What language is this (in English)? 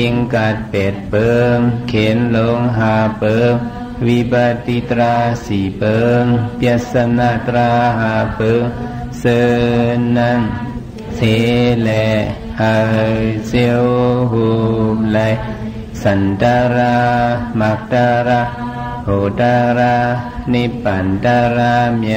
Shan